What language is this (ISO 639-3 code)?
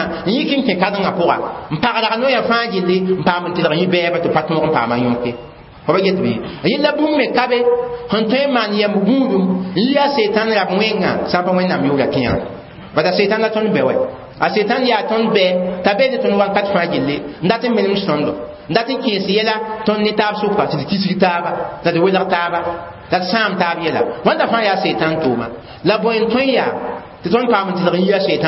mos